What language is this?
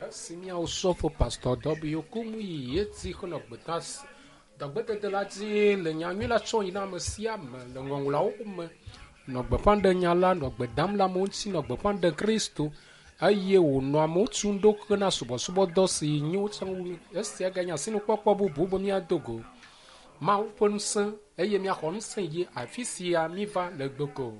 Ewe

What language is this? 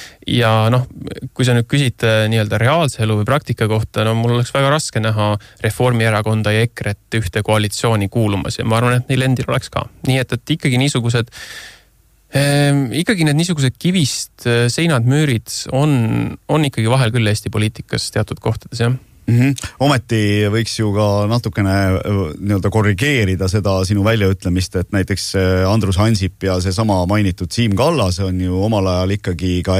Estonian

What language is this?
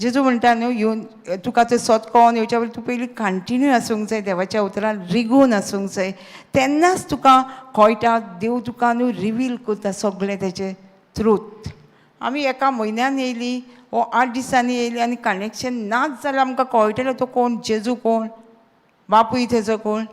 Konkani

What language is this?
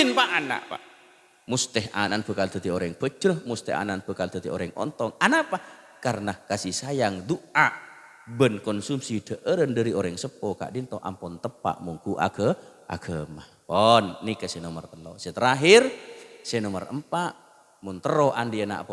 Madurese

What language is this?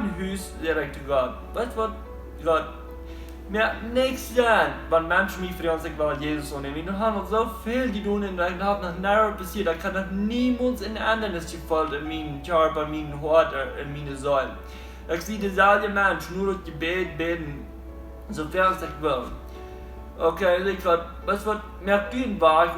Plautdietsch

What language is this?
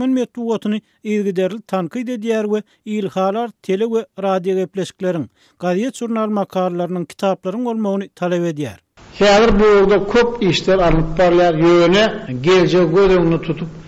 Turkmen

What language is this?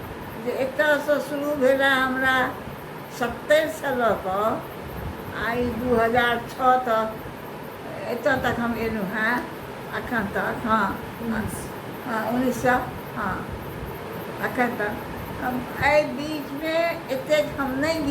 Maithili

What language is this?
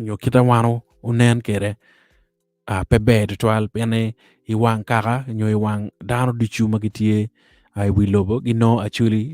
Acoli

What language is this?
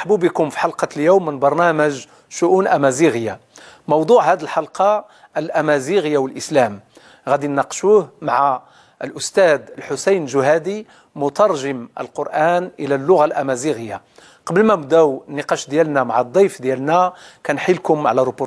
Moroccan Arabic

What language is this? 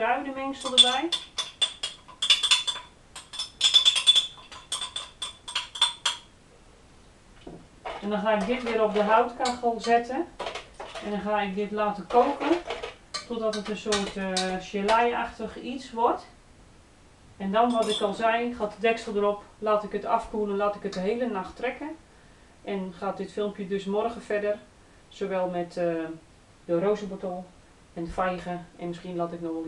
Dutch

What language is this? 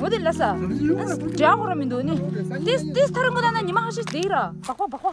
Tibetan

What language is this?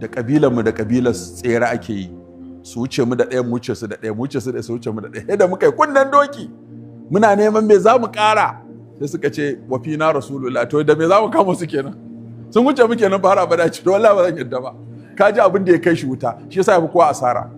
Hausa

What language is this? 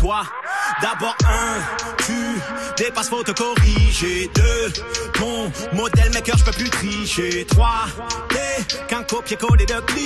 French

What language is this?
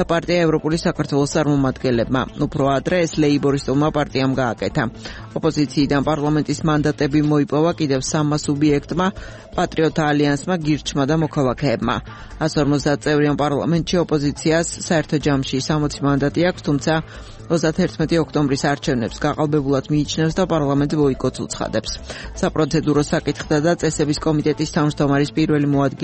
Georgian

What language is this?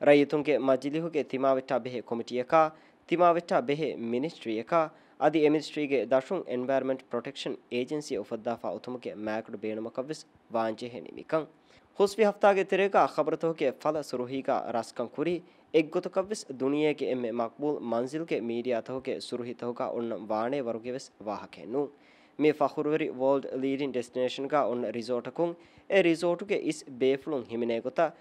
Divehi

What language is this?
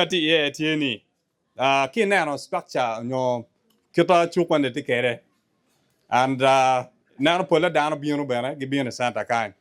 Acoli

